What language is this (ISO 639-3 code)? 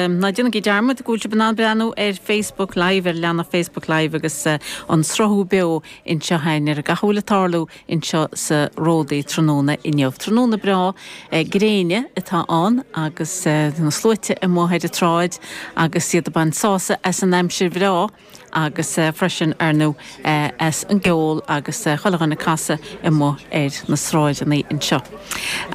gle